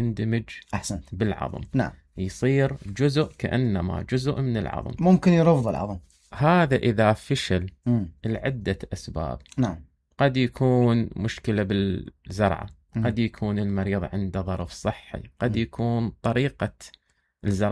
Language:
Mesopotamian Arabic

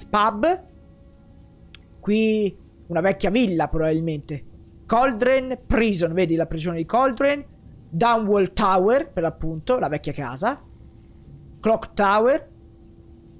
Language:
Italian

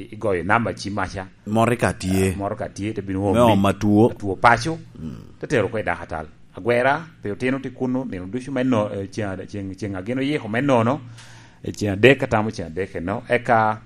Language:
Lango (Uganda)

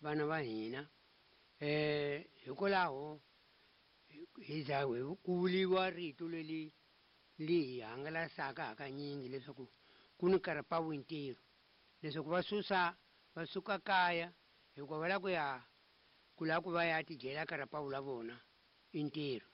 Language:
Tsonga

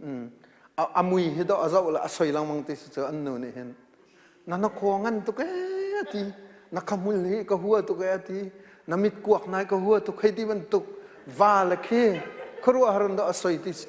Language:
Hakha Chin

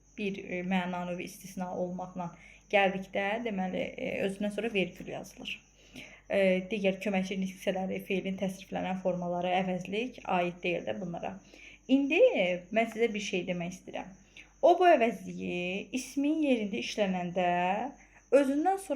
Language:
Azerbaijani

